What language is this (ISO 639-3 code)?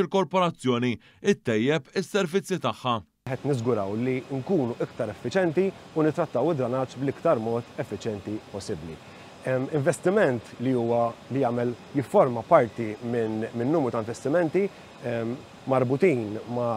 mlt